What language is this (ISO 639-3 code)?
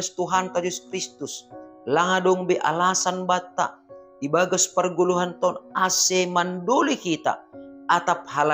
bts